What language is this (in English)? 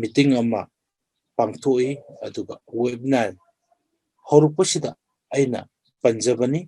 Manipuri